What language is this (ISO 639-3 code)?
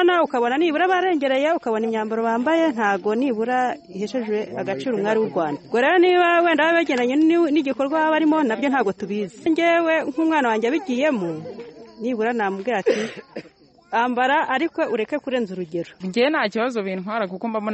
kin